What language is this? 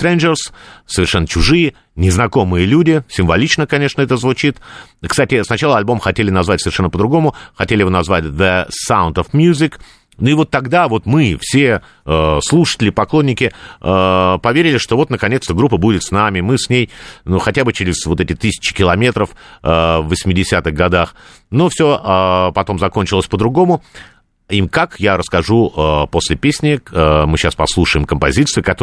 Russian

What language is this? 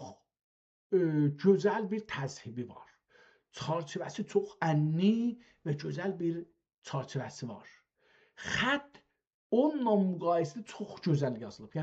South Azerbaijani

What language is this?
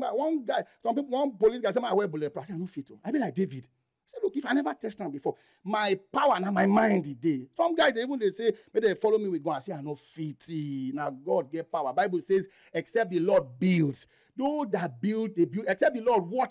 Nigerian Pidgin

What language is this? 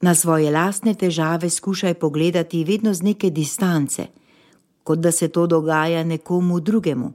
Slovenian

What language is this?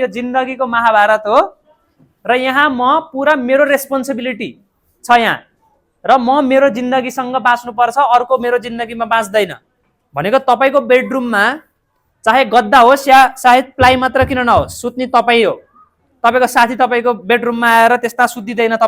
Nepali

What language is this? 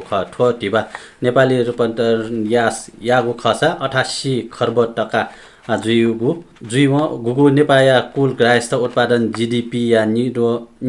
Newari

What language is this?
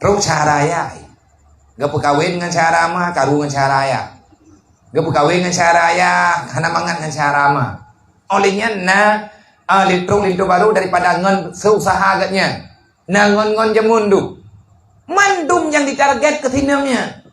Achinese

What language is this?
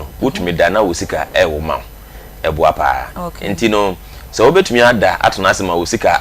Akan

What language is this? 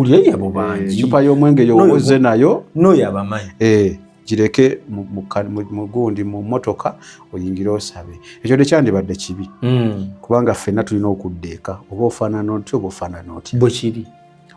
Ganda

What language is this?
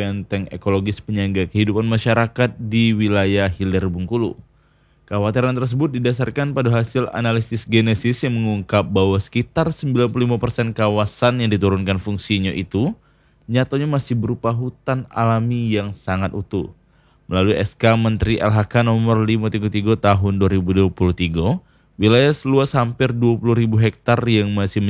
Indonesian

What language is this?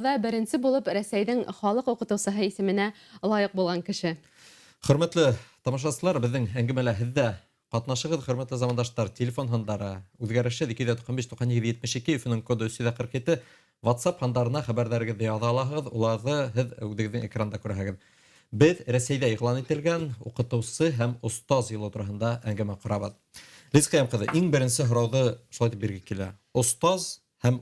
Bashkir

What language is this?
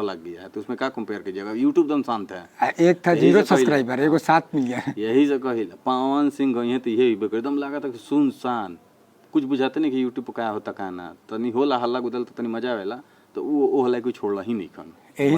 Bhojpuri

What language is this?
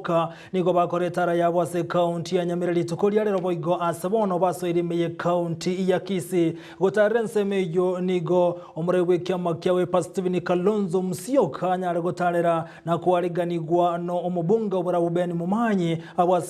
Gusii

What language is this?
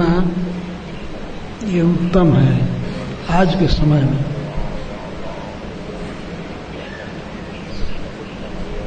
Hindi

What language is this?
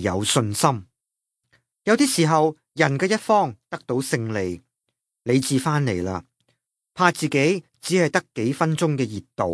Cantonese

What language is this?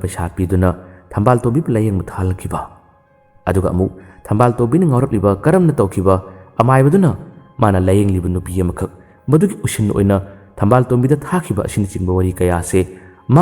Manipuri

